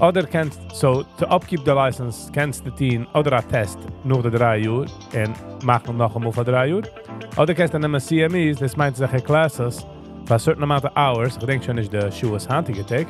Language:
Yiddish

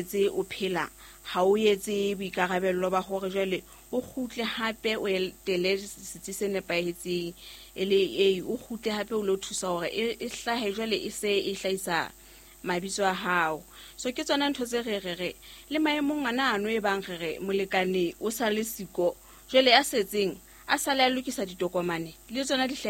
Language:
Southern Sotho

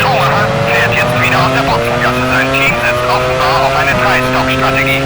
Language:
Bavarian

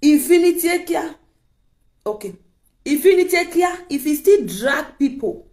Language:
Nigerian Pidgin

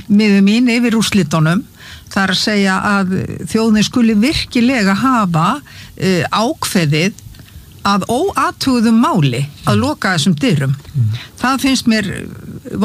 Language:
Icelandic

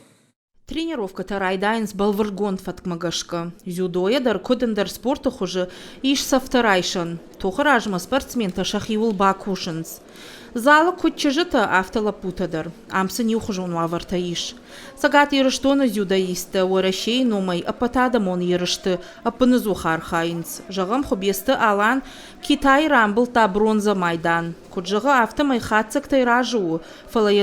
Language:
Ossetic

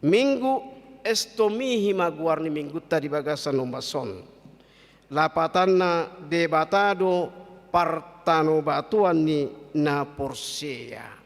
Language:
Batak Toba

